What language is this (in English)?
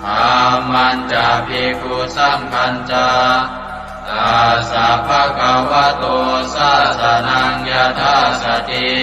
Pali